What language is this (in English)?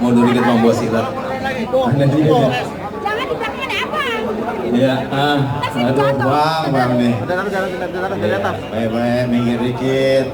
Betawi